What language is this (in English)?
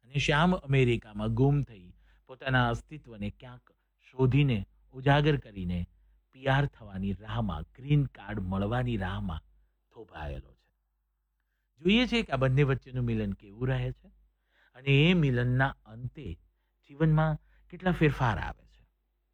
Gujarati